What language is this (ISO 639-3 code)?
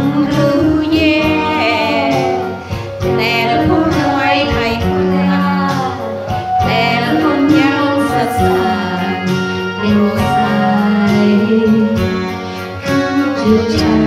tha